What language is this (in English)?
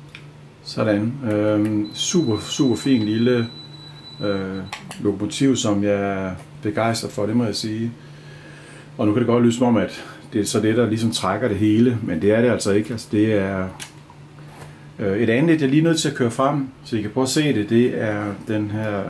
Danish